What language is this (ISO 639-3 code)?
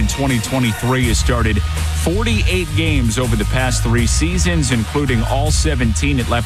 eng